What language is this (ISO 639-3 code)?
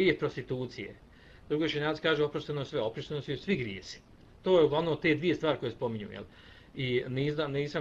bos